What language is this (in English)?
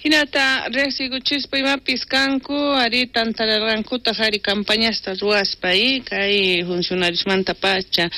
South Bolivian Quechua